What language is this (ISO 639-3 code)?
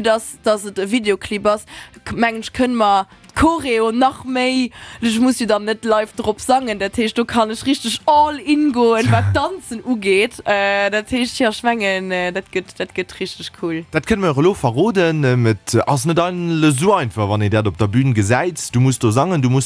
ltz